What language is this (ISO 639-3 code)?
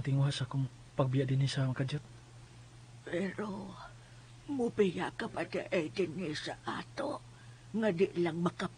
ceb